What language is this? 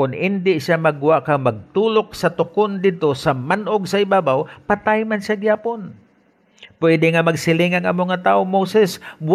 Hiligaynon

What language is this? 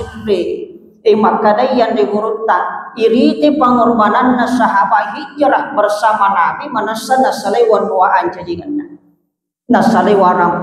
Buginese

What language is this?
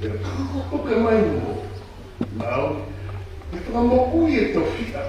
Tongan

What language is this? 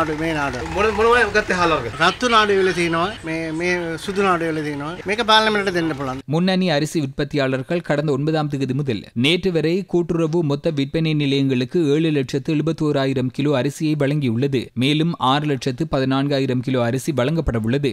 Tamil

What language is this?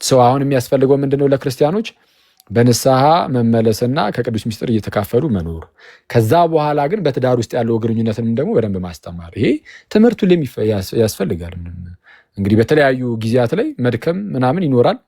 Amharic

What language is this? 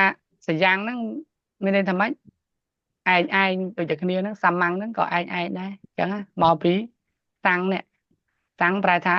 Khmer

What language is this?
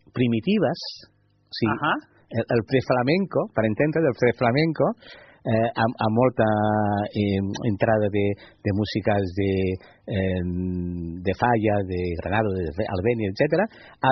Catalan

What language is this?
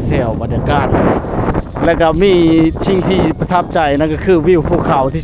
Lao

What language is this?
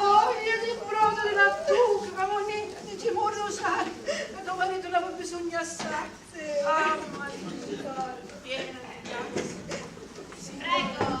Sicilian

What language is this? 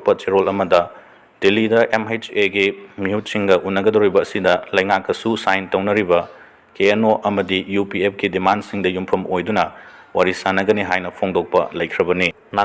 Manipuri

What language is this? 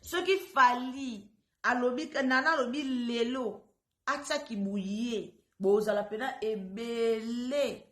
Lingala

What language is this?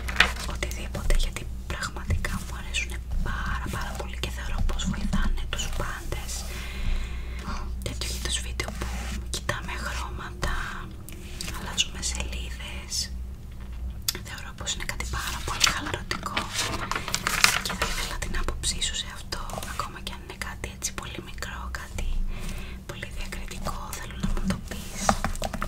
Greek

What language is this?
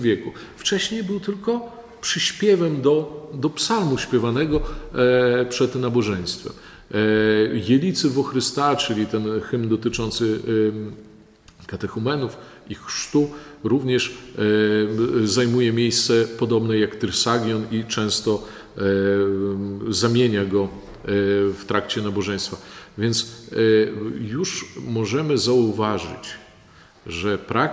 Polish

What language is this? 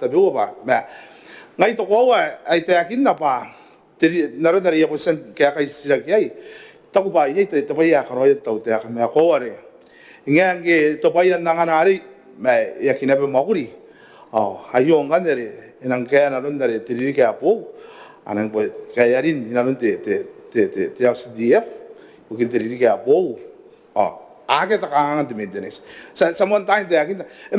Gilbertese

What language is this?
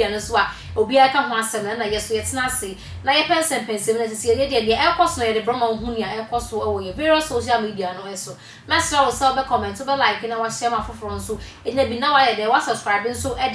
Akan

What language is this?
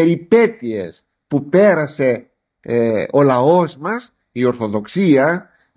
Greek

